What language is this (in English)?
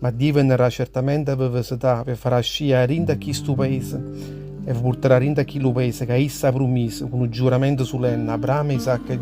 Neapolitan